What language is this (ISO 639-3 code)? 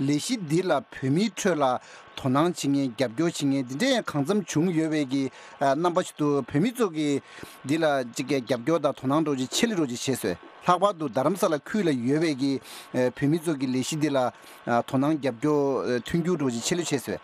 bod